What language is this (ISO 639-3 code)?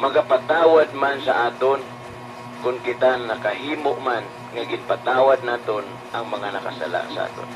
hil